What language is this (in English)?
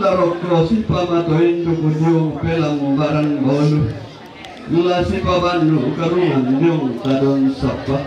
Toraja-Sa'dan